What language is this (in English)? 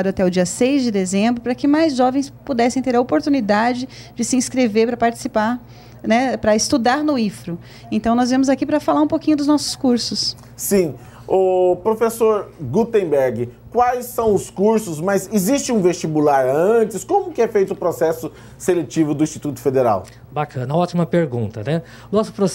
Portuguese